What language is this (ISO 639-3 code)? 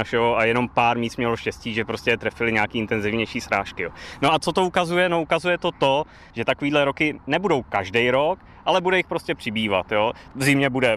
ces